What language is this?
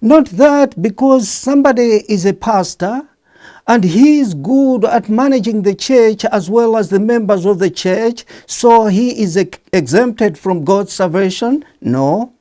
English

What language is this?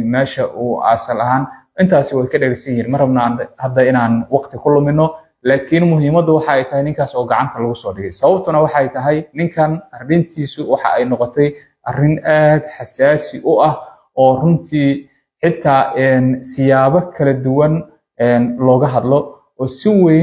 Somali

